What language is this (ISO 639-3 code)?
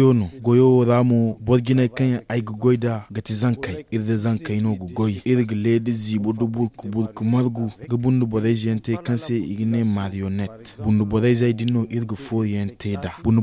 dje